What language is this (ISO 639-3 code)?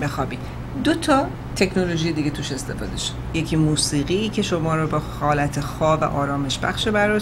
fas